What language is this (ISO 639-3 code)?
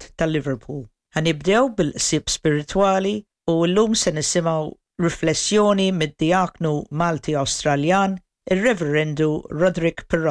mlt